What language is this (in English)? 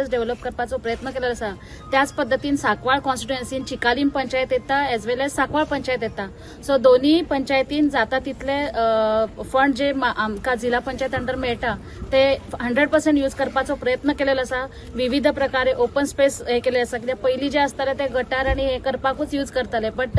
Konkani